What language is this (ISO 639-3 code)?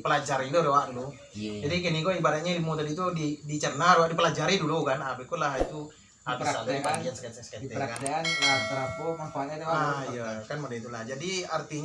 min